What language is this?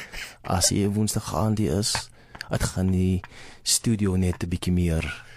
Afrikaans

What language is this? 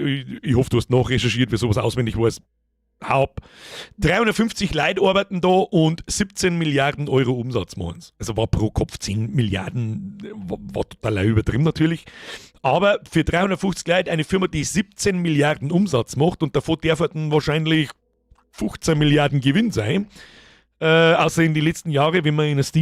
Bavarian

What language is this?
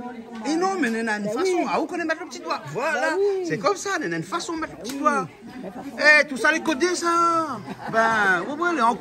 Réunion Creole French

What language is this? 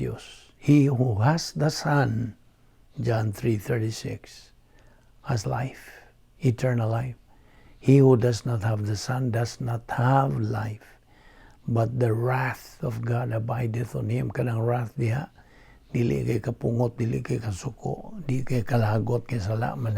Cebuano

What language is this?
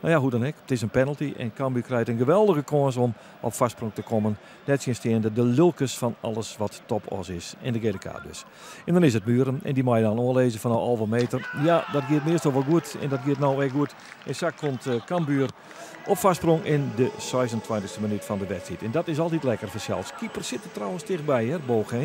Western Frisian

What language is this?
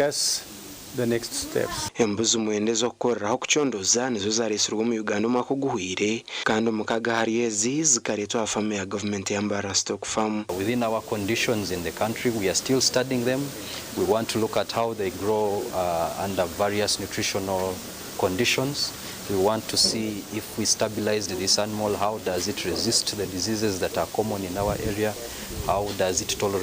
Nyankole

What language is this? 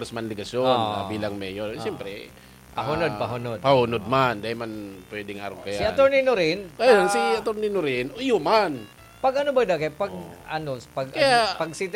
Bikol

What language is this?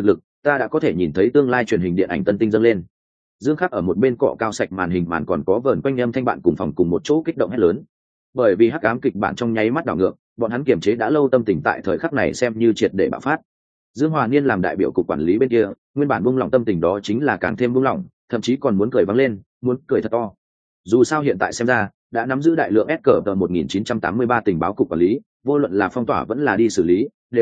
Vietnamese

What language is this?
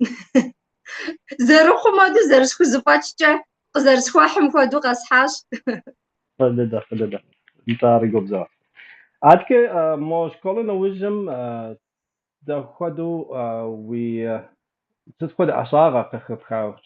Kabardian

